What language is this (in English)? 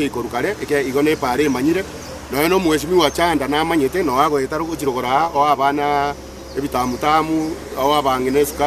Gusii